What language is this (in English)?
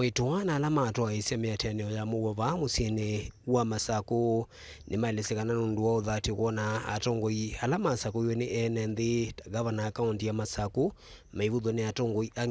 Kamba